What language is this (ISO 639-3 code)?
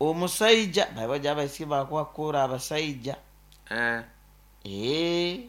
nyo